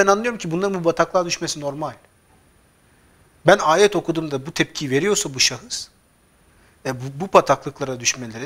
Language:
Turkish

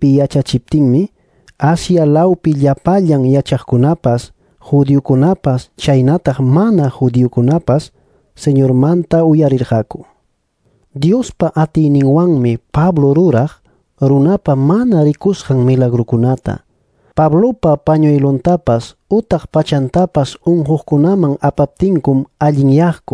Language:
Ayacucho Quechua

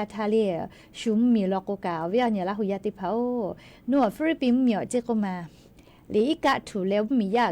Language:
Lahu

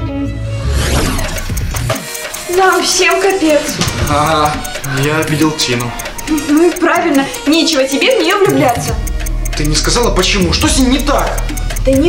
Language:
Russian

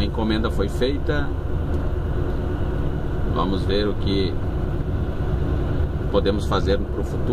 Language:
Portuguese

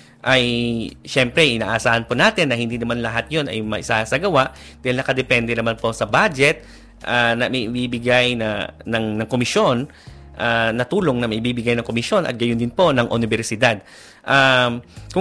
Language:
Filipino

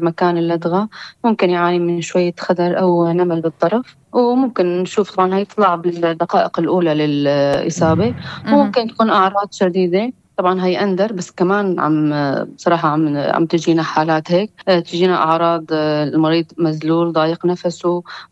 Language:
North Levantine Arabic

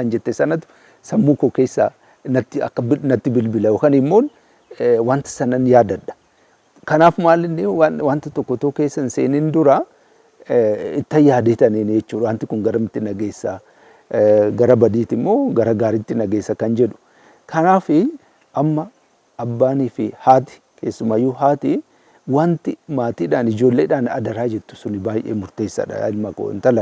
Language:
Oromo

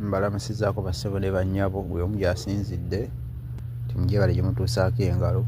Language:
Ganda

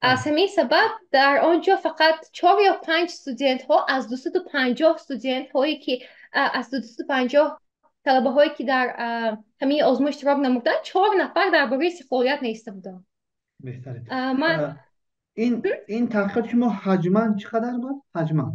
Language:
Tajik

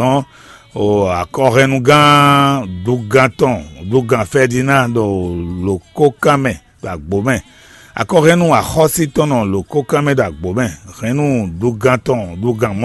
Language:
Fon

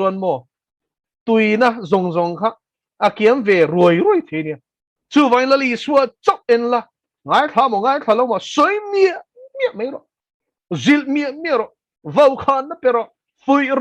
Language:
Mizo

